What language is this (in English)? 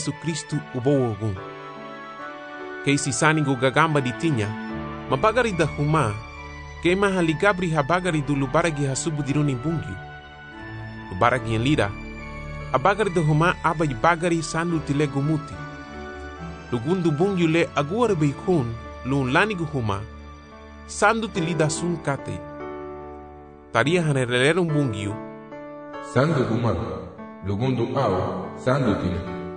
Garifuna